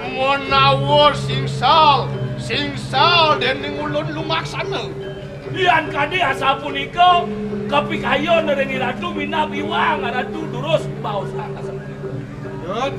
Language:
Balinese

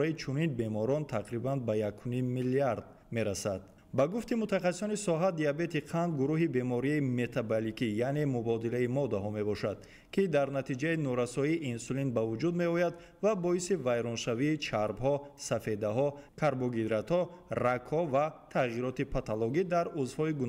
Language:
Tajik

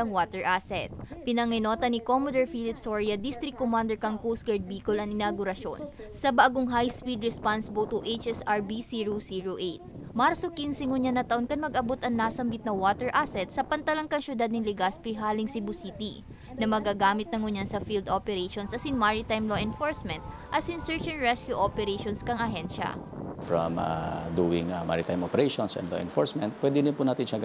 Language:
Bikol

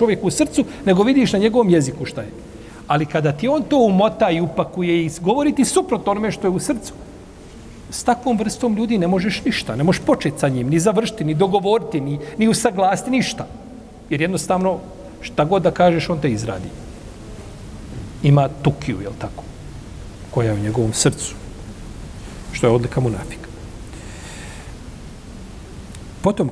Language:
Bosnian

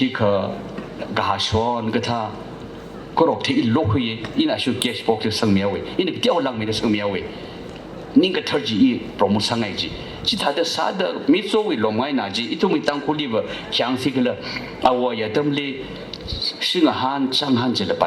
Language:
Tangkhul Naga (India)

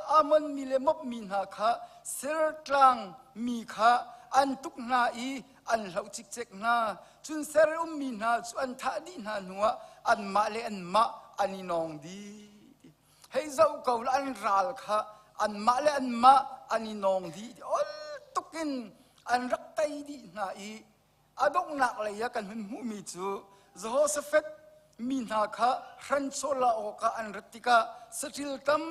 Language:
Hakha Chin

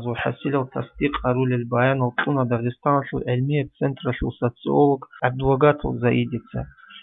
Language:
Avaric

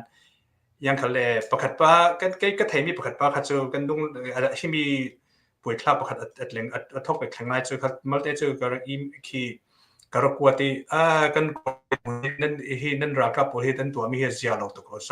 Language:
Hakha Chin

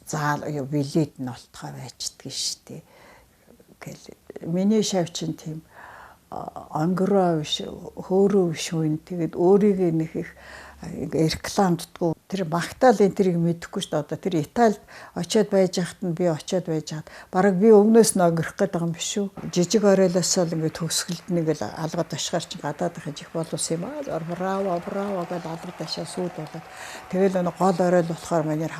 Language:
Mongolian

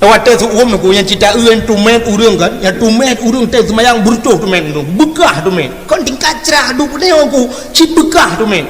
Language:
Achinese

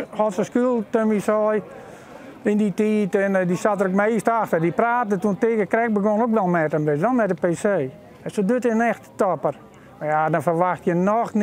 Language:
Western Frisian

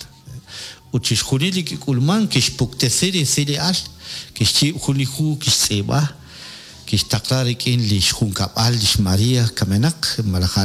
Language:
Kekchí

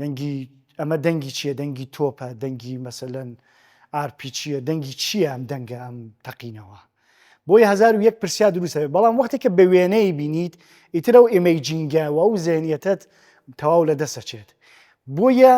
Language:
Central Kurdish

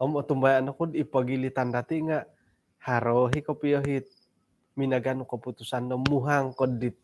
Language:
Central Dusun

